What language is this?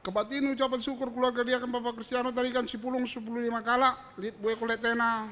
Batak Karo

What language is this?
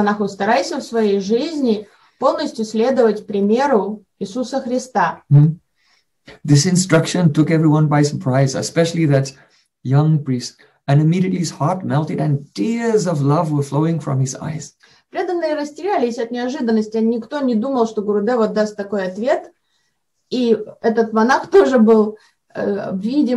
Russian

